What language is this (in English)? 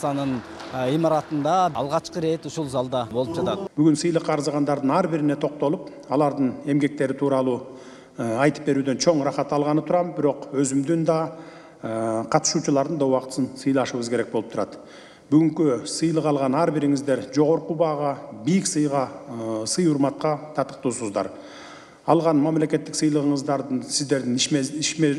Kyrgyz